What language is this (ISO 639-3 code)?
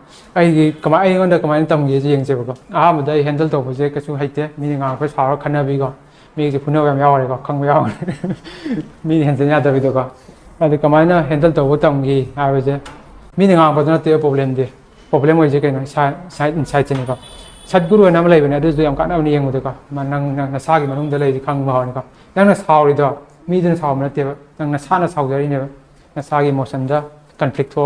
mni